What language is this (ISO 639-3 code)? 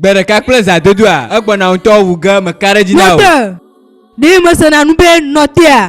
ewe